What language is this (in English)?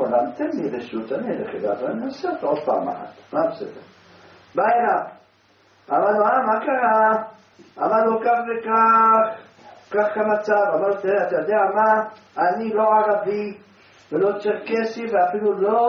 Hebrew